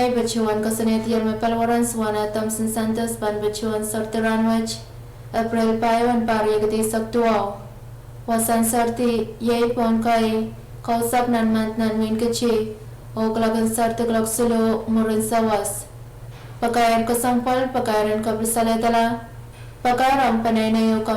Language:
Pohnpeian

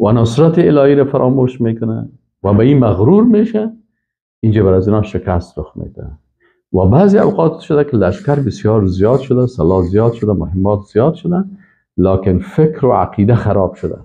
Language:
Persian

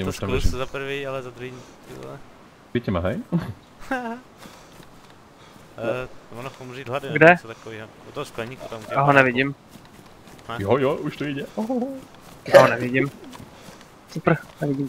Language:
Czech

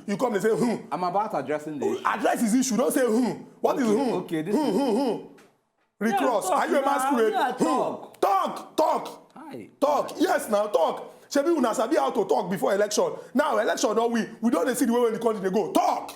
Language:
Nigerian Pidgin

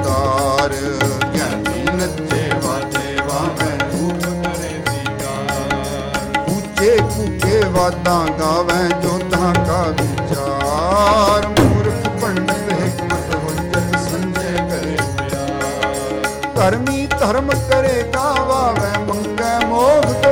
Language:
Punjabi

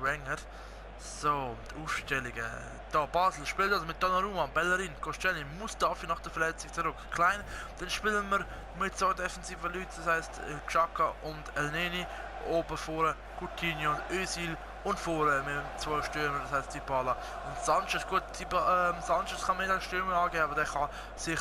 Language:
Swiss German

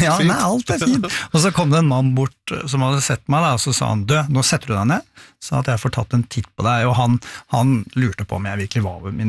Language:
Norwegian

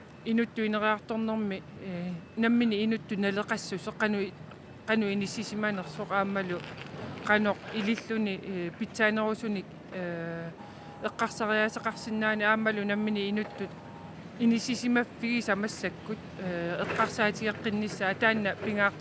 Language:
Kalaallisut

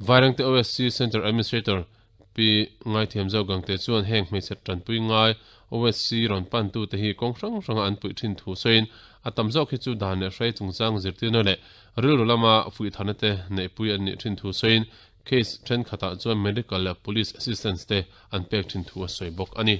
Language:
Mizo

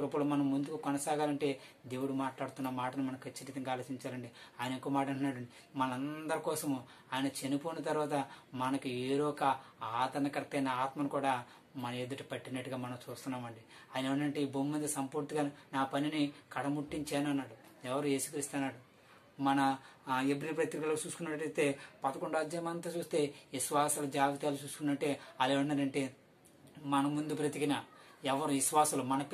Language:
Telugu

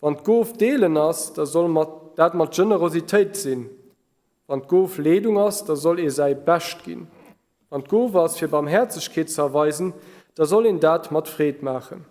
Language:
Luxembourgish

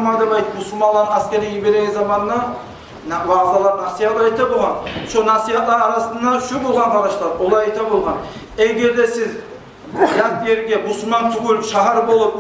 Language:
Kumyk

